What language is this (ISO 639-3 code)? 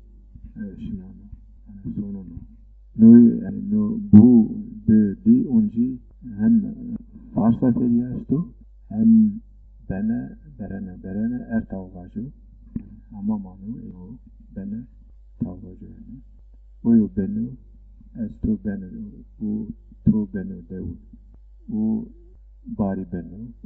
zza